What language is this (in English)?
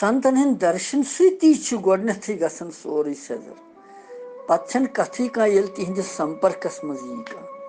Kashmiri